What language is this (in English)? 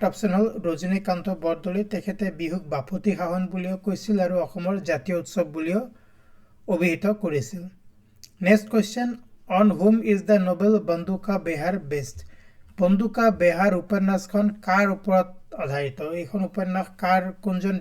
Assamese